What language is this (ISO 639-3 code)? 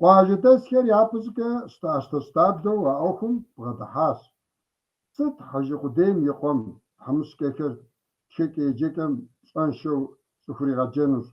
kbd